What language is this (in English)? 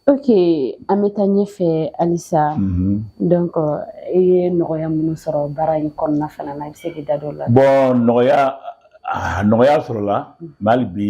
Bambara